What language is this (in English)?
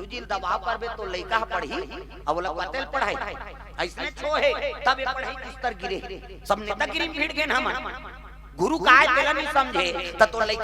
Chhattisgarhi